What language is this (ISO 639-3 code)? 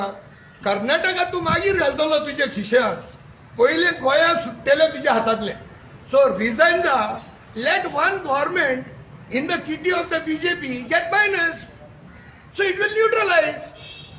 kok